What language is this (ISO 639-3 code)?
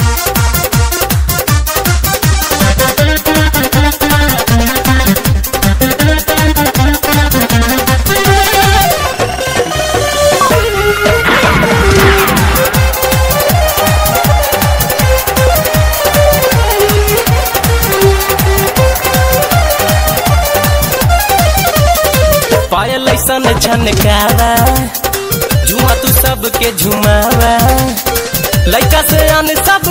bho